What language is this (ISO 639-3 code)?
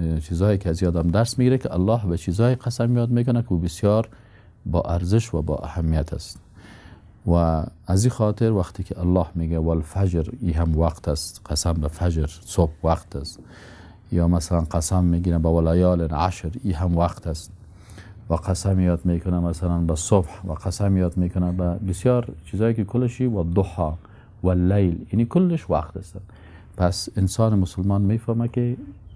fas